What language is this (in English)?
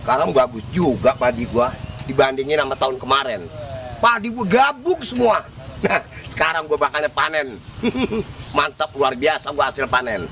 Betawi